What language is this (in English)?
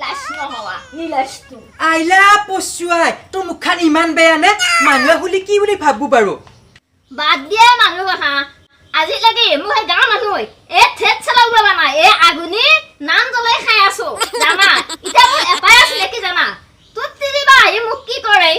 Assamese